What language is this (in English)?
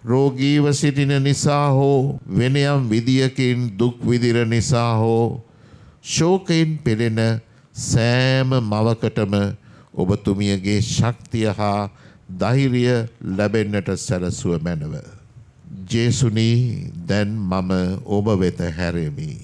Sinhala